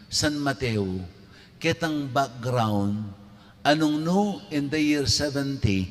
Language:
Pampanga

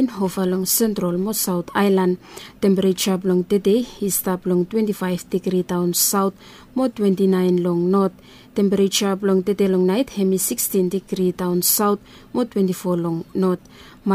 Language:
Bislama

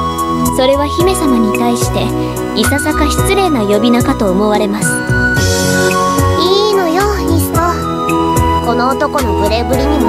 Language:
Japanese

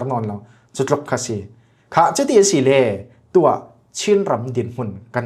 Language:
Falam Chin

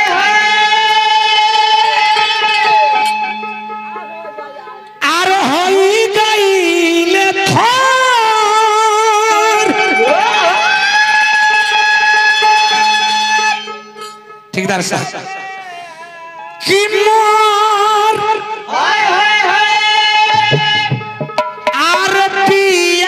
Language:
Bhojpuri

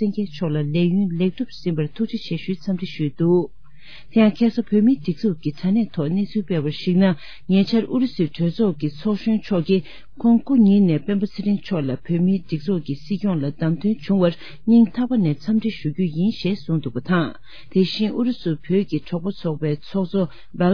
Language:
Tibetan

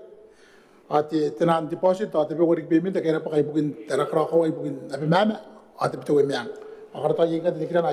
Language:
Gilbertese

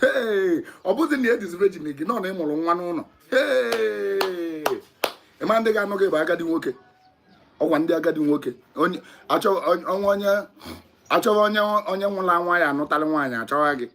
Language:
Igbo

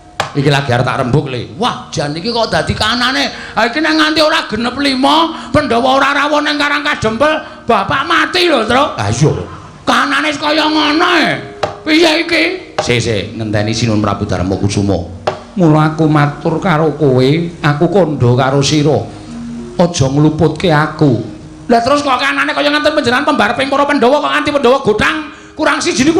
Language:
Javanese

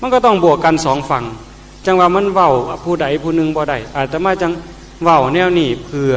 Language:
Northeastern Thai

